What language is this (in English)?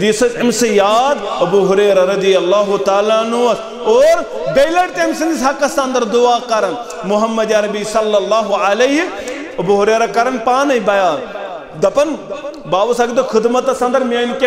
Kashmiri